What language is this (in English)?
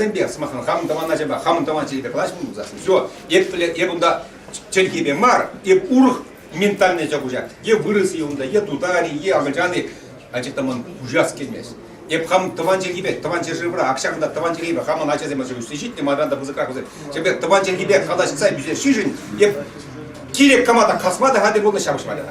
Chuvash